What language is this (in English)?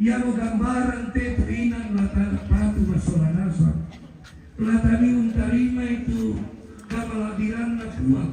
Toraja-Sa'dan